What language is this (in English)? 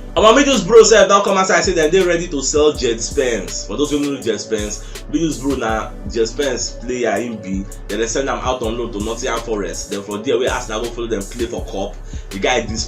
Nigerian Pidgin